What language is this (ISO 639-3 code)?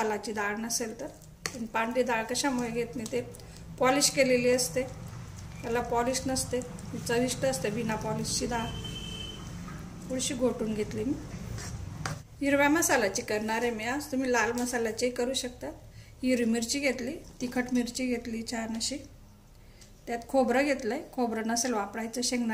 mar